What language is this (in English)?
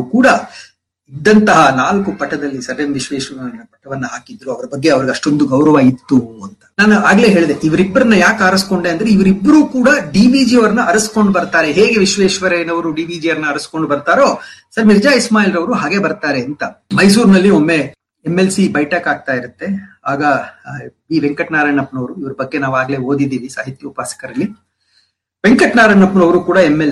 Kannada